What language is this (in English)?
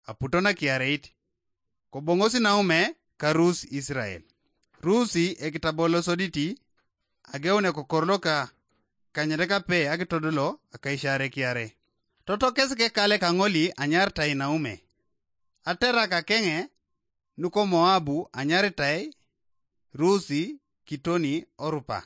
Teso